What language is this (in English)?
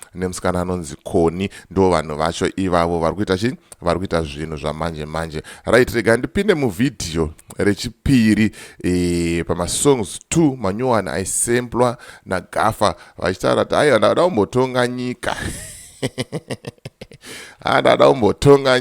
Shona